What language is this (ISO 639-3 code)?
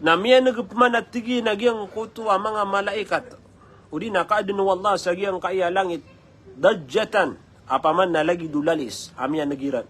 mrw